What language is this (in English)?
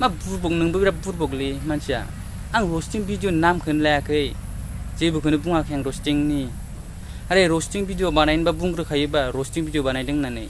Bodo